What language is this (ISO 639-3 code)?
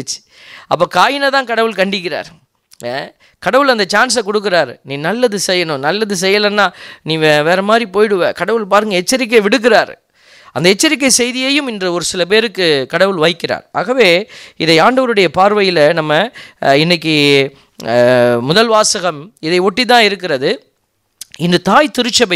tam